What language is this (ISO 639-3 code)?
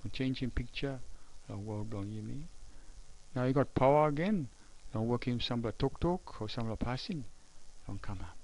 tpi